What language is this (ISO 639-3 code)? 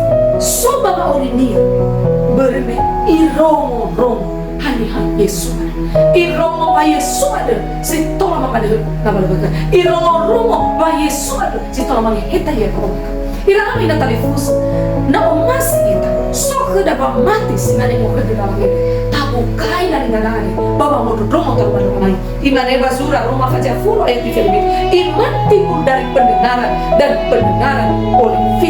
nia